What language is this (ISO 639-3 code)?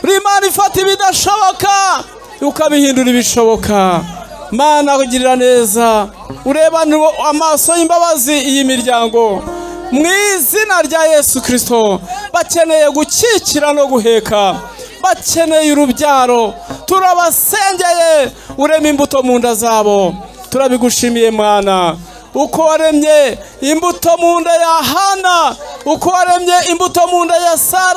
kin